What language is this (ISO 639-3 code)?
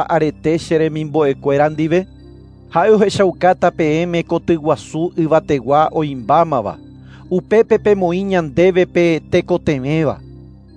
grn